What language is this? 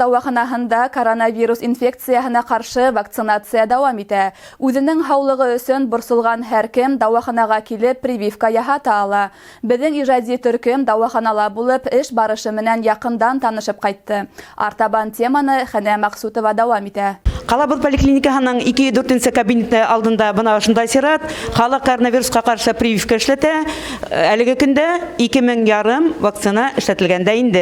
Bashkir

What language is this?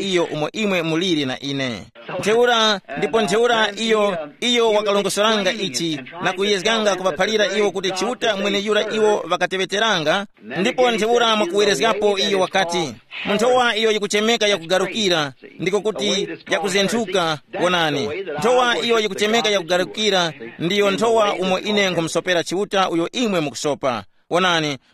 Tumbuka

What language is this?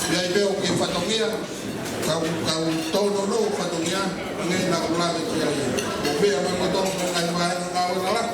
Tongan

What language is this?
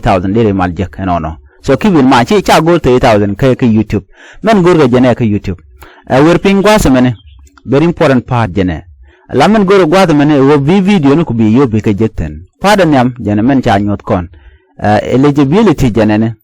Nuer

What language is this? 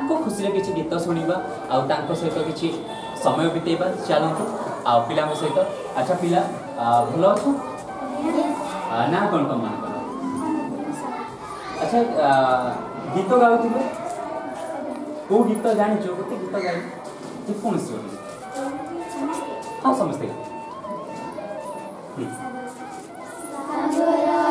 Odia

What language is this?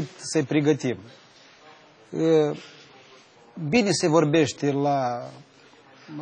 Romanian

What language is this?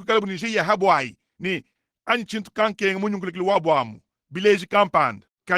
Luba-Lulua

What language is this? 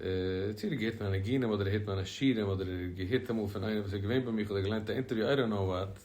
Yiddish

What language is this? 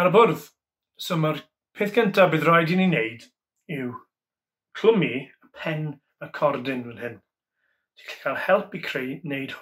Welsh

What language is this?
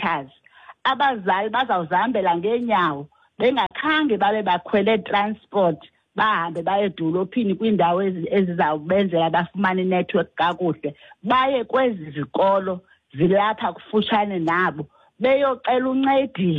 Xhosa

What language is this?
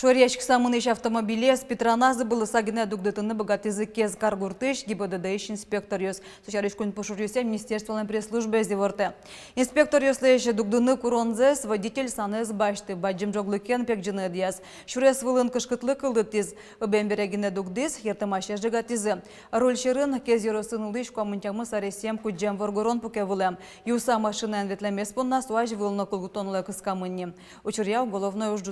Udmurt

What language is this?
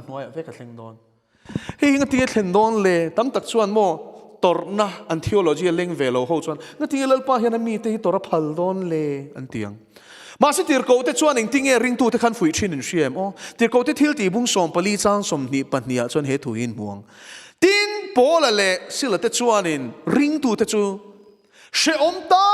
Mizo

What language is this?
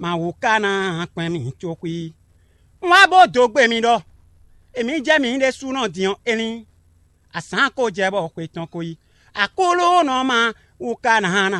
Fon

